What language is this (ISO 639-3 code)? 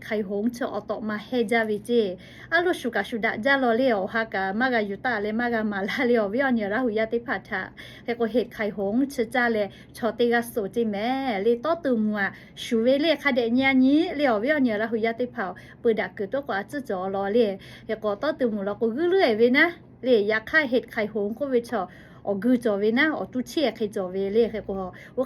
lhu